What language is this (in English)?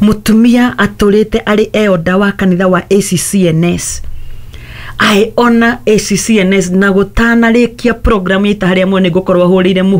Kikuyu